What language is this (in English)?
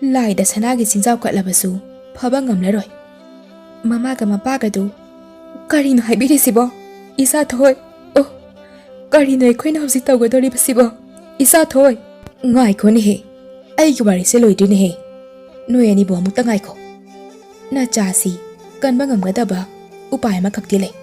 Manipuri